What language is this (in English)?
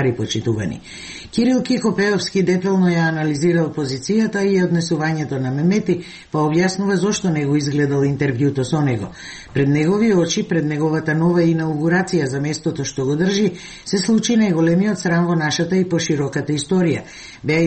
Macedonian